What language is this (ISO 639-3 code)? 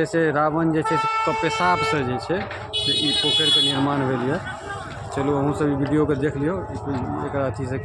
mai